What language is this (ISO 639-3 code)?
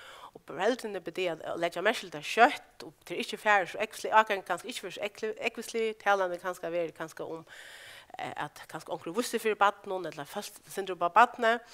fao